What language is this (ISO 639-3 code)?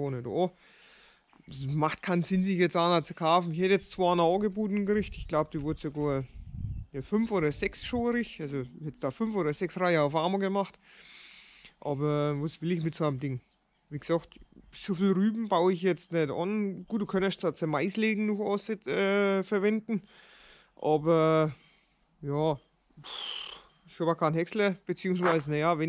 deu